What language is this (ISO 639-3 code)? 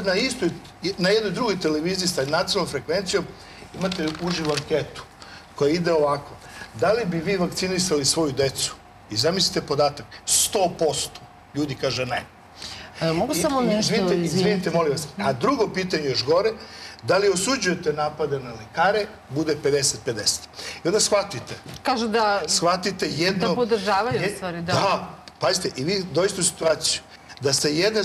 srp